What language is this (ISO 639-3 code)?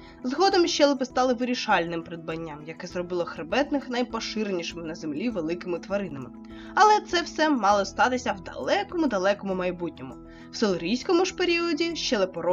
ukr